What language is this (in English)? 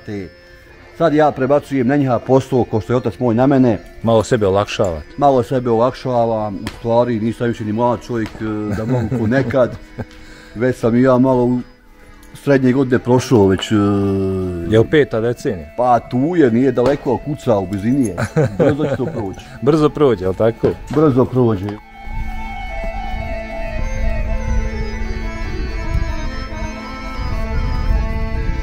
Bosnian